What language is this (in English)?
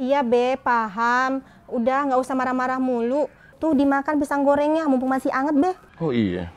Betawi